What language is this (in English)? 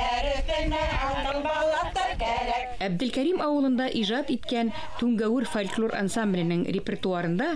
Bashkir